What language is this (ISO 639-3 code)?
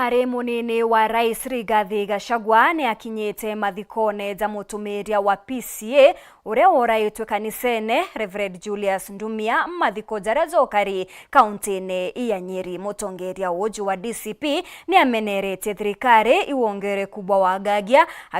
mer